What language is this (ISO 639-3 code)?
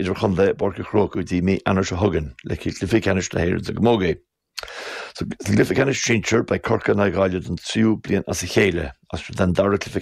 gle